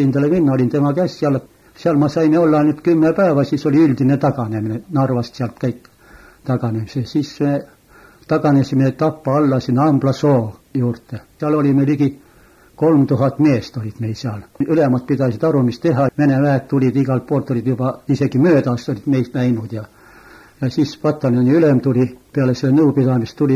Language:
Estonian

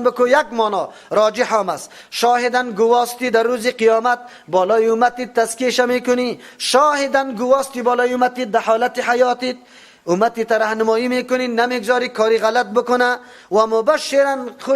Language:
Persian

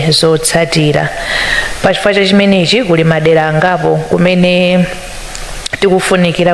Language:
Nyanja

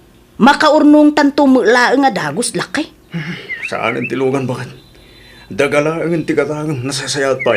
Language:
Iloko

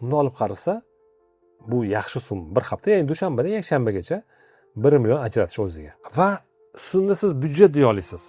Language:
Uzbek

